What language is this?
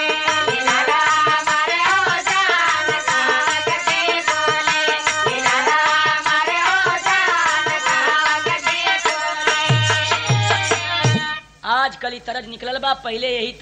Bhojpuri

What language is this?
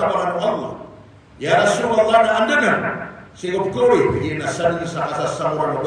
Maranao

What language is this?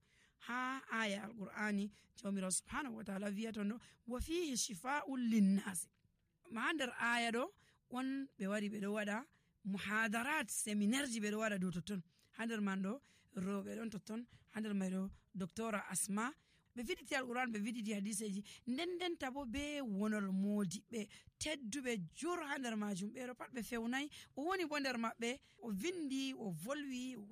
Nigerian Fulfulde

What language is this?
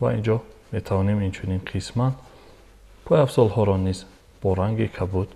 Tajik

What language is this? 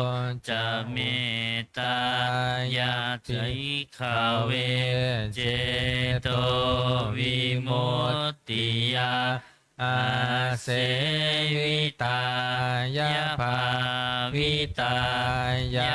Pali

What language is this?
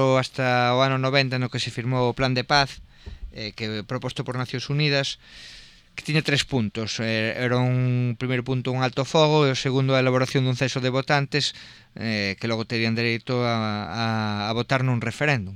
Galician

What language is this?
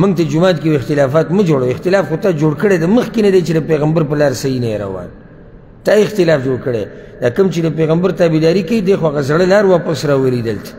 Pashto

